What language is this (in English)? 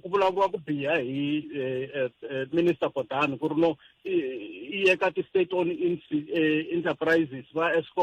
Tsonga